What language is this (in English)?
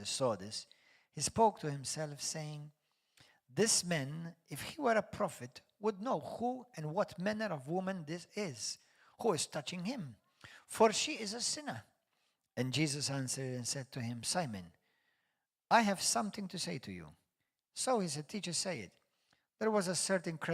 English